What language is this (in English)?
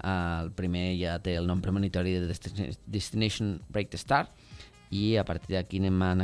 Catalan